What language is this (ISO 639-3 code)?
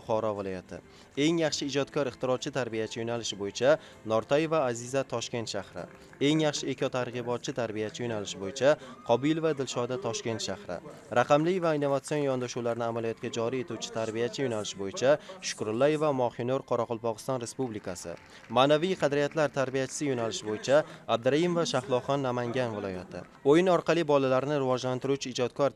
uzb